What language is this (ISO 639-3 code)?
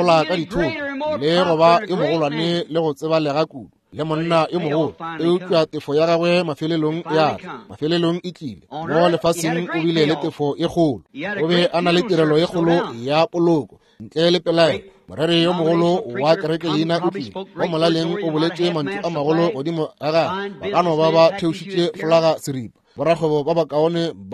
nso